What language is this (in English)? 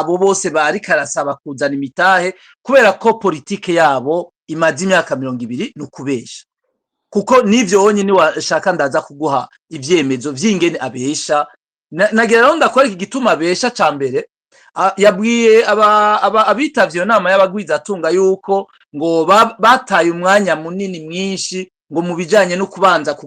Rundi